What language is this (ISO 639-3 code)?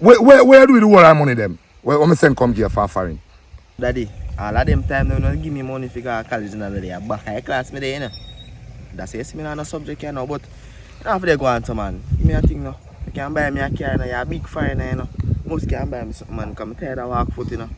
jam